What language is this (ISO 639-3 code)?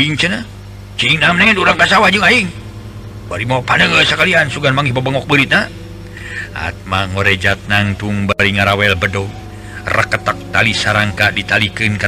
sun